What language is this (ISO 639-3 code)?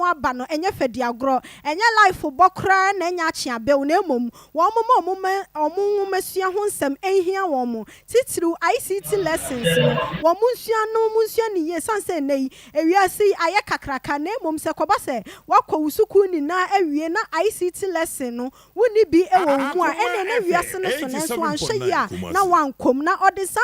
aka